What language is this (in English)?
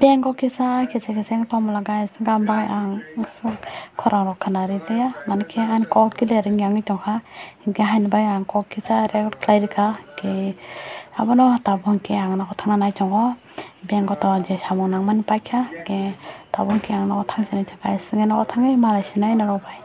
Kok Borok